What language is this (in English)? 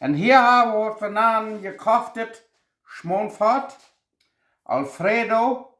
Plautdietsch